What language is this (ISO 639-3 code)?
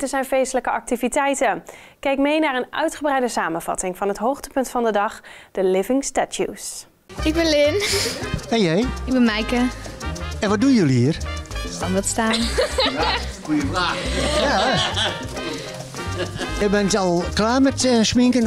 nld